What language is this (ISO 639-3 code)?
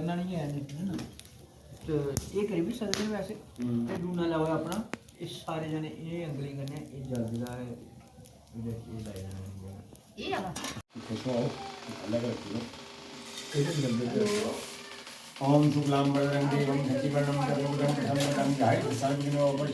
doi